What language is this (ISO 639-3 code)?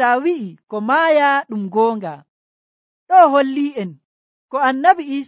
fuv